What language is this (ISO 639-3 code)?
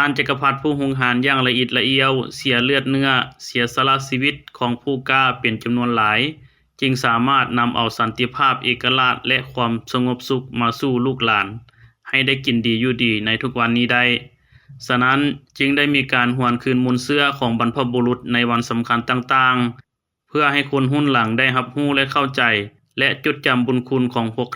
lao